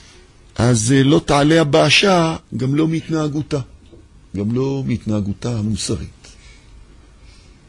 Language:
Hebrew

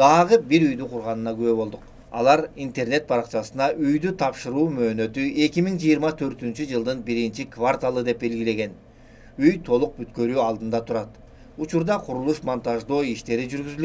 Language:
Kyrgyz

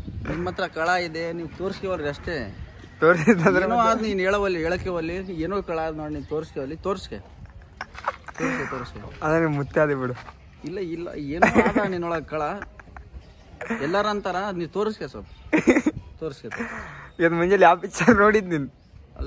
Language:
Kannada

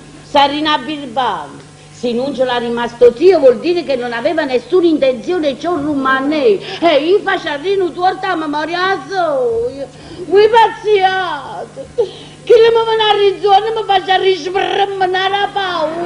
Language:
Neapolitan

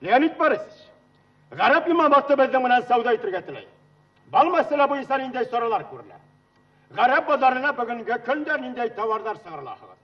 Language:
Bashkir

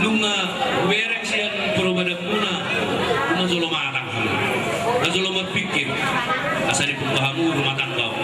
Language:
Batak Toba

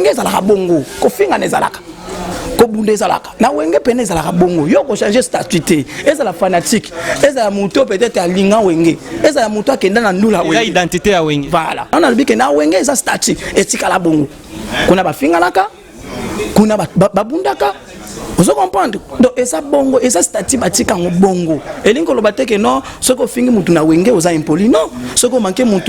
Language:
Lingala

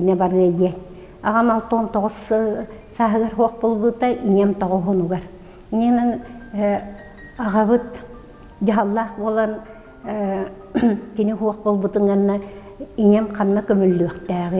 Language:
Yakut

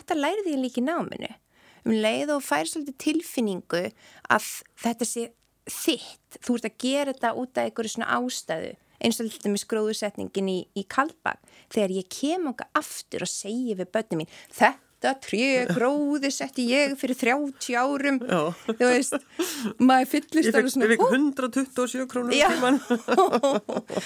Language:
Icelandic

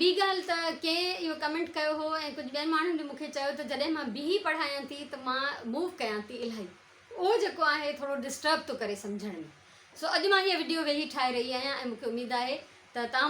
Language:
Sindhi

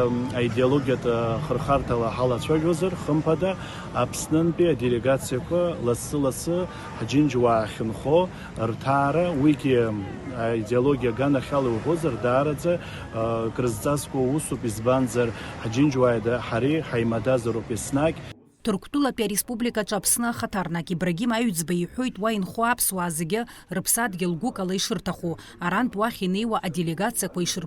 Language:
Abkhazian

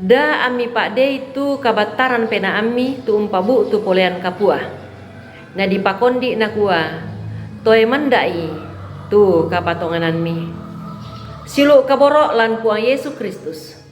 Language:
Toraja-Sa'dan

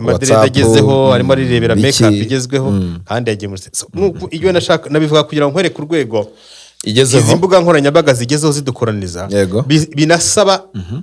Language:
Kinyarwanda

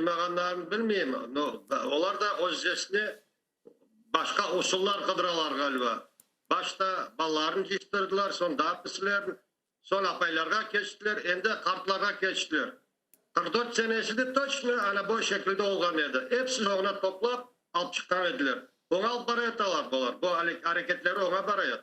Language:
Crimean Tatar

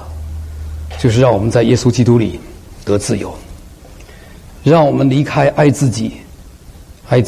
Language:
Chinese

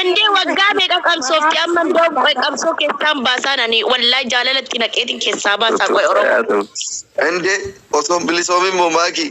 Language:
Oromo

